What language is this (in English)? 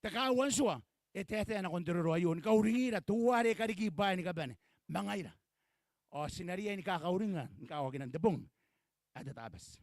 Gilbertese